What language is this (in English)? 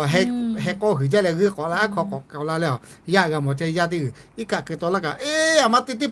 Lahu